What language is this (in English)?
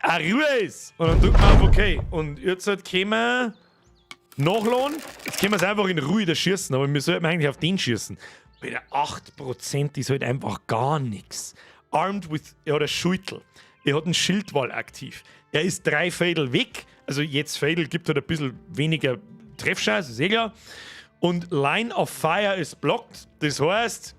Bavarian